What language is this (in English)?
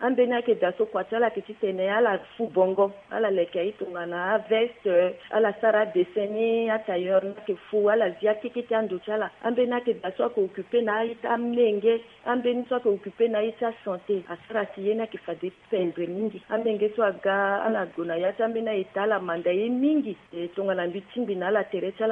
Sango